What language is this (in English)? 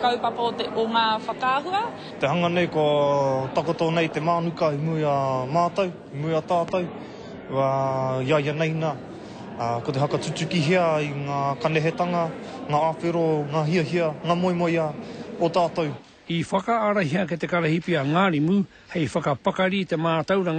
Māori